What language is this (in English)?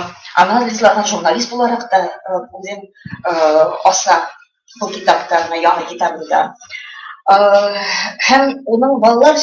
Bashkir